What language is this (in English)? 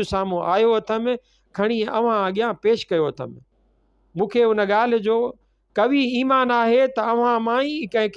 Sindhi